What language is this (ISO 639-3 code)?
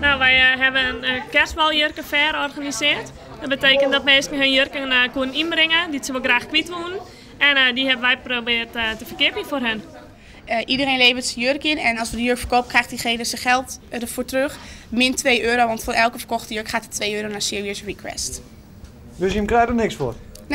fry